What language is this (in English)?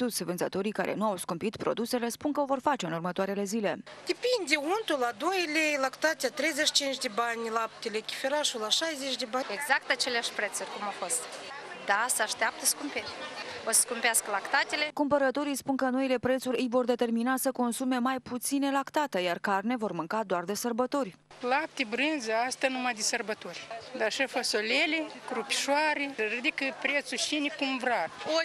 Romanian